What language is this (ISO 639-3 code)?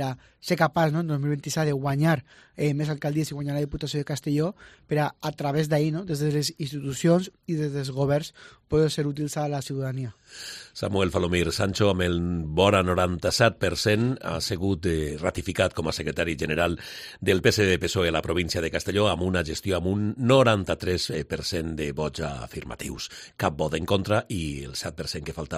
cat